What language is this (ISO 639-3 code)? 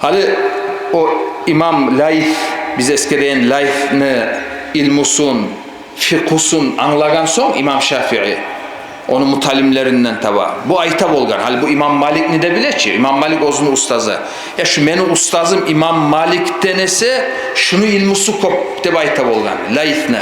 kum